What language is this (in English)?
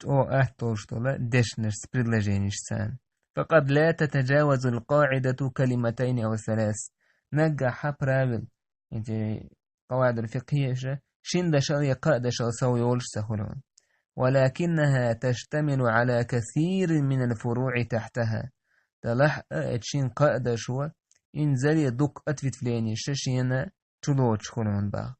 Chechen